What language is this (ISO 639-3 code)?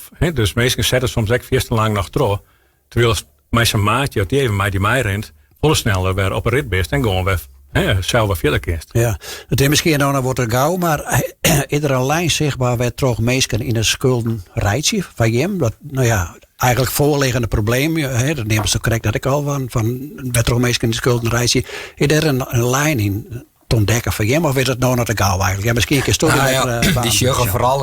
fry